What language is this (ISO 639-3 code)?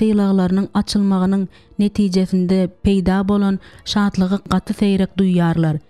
tuk